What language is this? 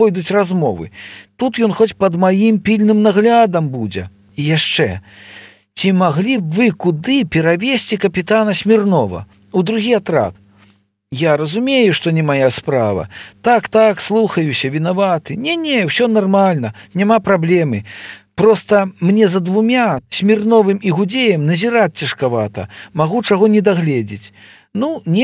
Belarusian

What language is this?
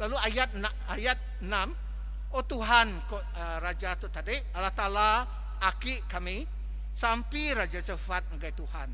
Iban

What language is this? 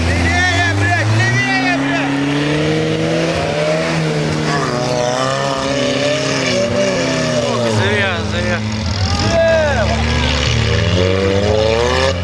Russian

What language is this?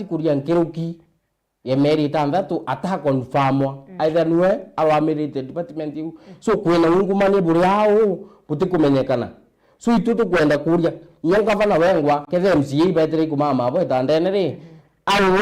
Meru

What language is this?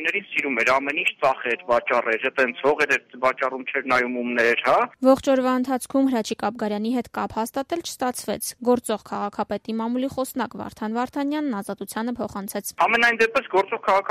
Armenian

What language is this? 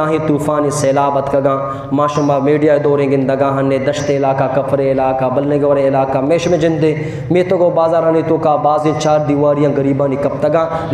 Eastern Balochi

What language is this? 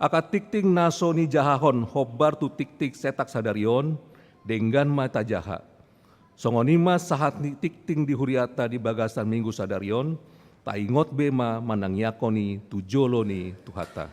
Batak Toba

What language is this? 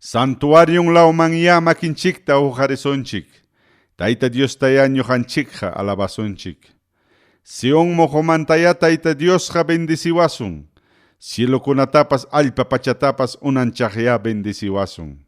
Ayacucho Quechua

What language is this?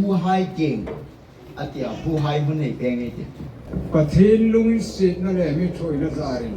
Hmar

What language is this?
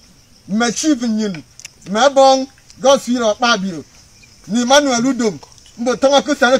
Igbo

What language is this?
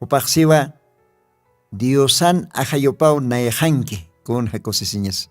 Aymara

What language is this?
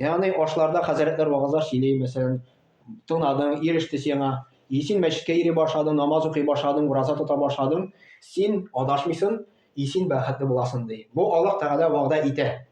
Tatar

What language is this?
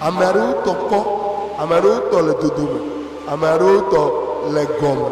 Ewe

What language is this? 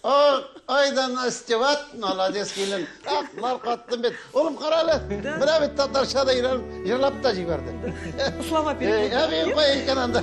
Tatar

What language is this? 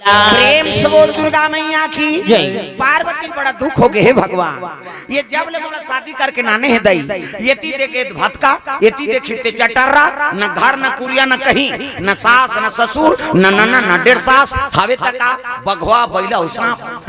Chhattisgarhi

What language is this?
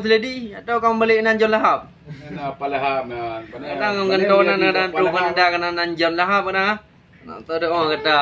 Achinese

